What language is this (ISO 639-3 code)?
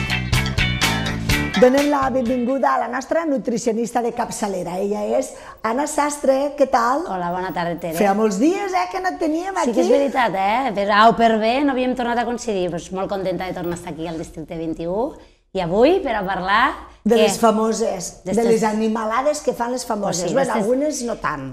cat